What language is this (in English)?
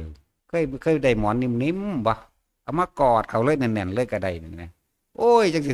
Northeastern Thai